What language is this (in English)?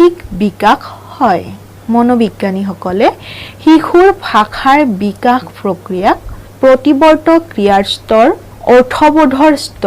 Assamese